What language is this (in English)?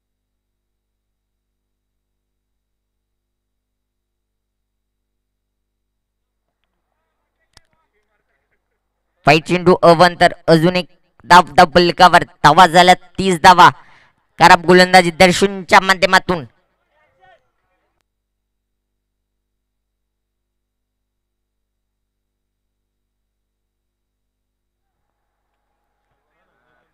Marathi